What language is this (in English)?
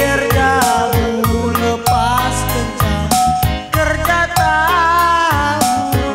Batak Karo